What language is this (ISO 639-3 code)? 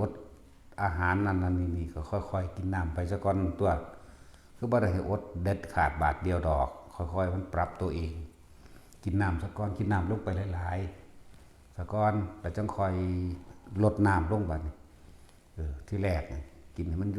tts